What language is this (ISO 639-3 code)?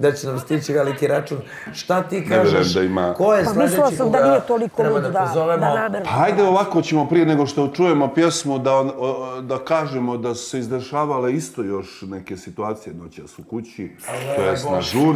bos